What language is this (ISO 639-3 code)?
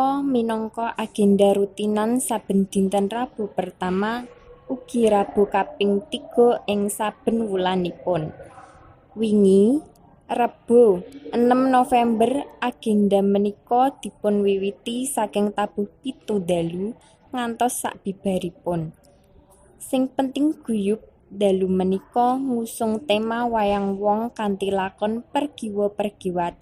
jav